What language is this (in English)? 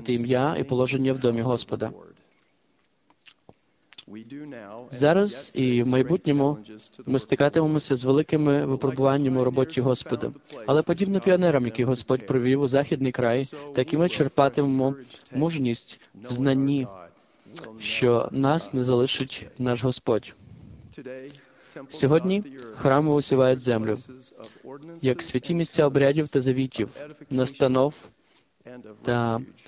Ukrainian